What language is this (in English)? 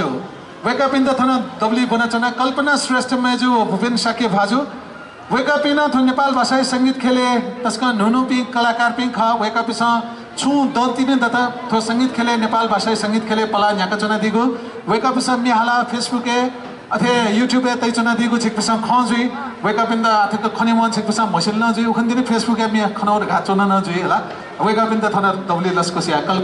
Newari